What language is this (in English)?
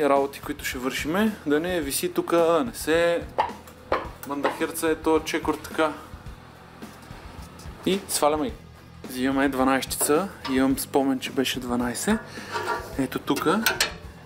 Bulgarian